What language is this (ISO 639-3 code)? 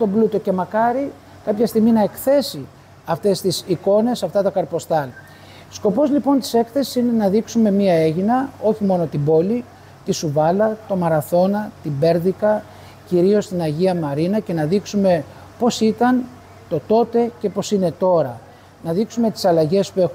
ell